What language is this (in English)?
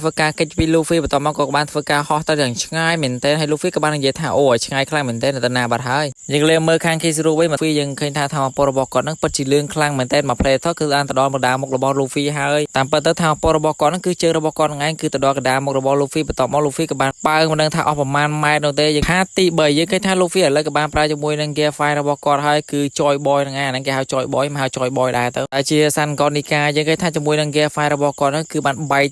Khmer